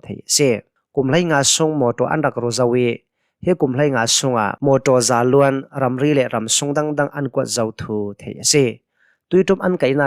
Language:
Hakha Chin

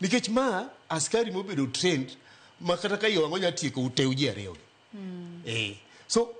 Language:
Luo (Kenya and Tanzania)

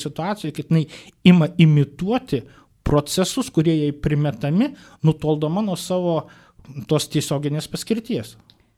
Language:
Lithuanian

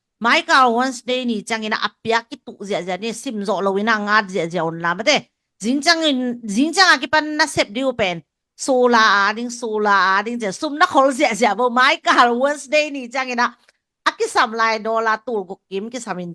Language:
Tedim Chin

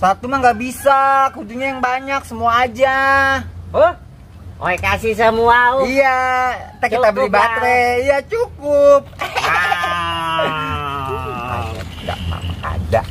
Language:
Betawi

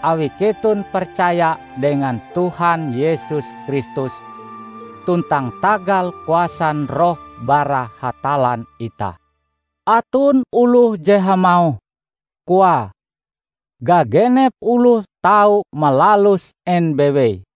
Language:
Ngaju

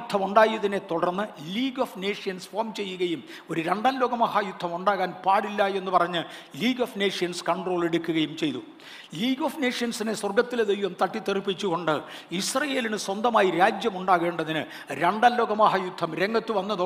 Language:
Malayalam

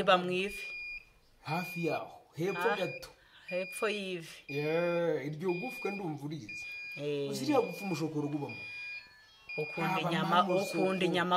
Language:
Kinyarwanda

